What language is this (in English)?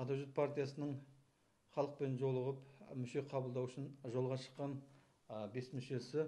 Kazakh